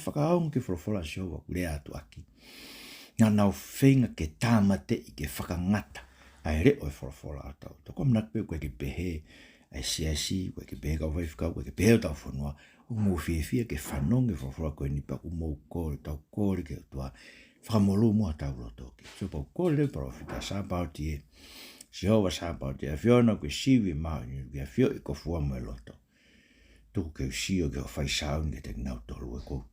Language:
Tongan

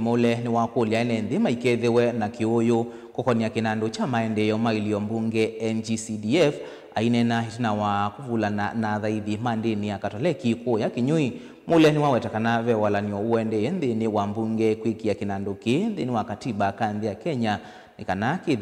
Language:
Kamba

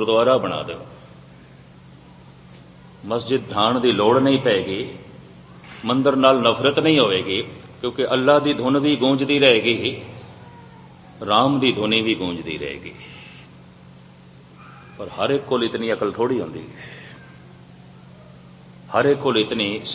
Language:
Punjabi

